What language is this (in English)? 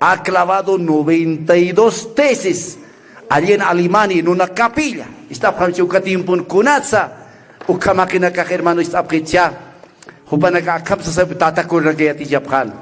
Aymara